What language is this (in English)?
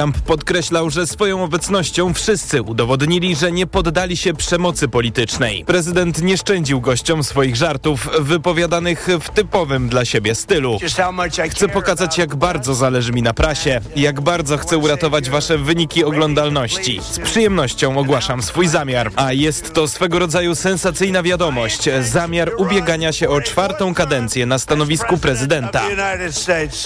Polish